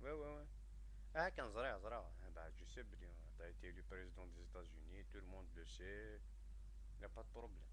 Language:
Kabyle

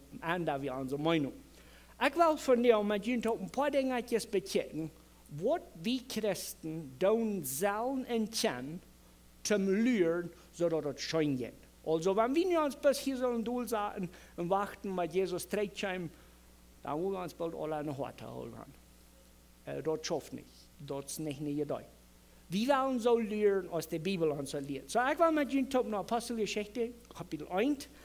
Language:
Plautdietsch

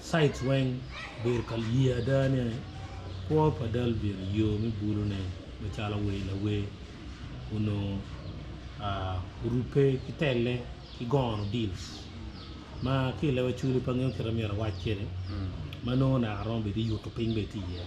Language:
Acoli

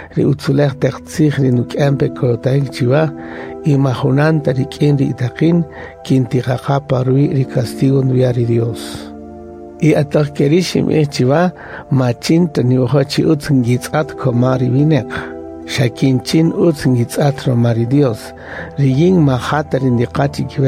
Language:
Kaqchikel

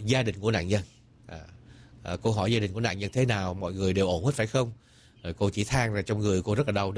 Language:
Vietnamese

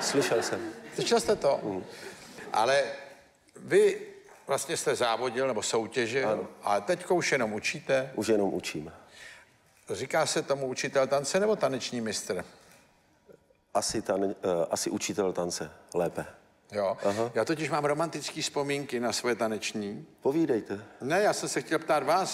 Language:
Czech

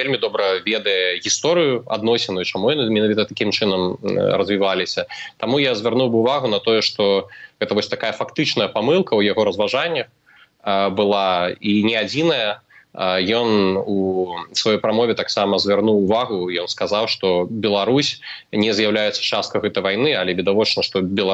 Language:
Belarusian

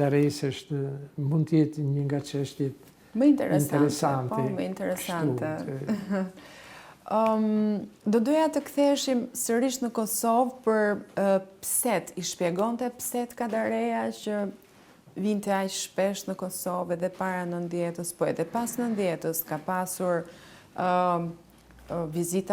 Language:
Albanian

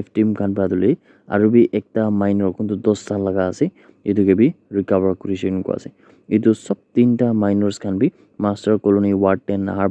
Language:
Naga Pidgin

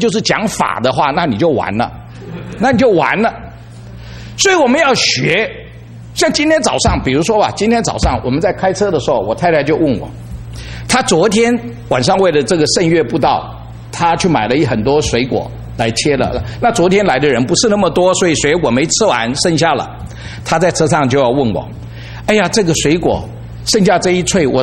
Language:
Chinese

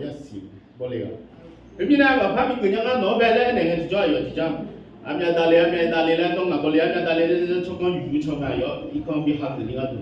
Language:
Akha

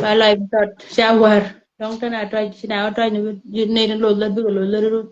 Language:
Nuer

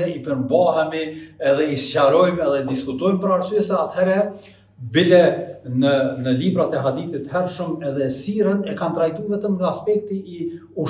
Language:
Albanian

